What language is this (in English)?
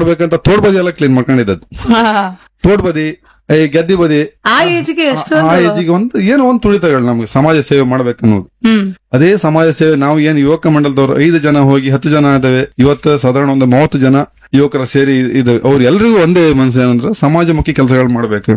Kannada